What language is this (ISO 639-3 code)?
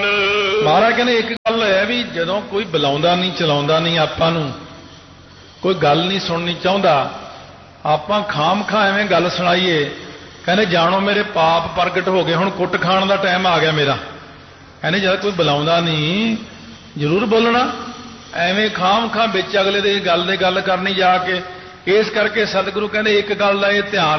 pan